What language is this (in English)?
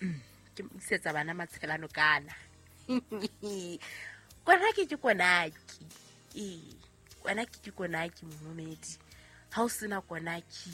Southern Sotho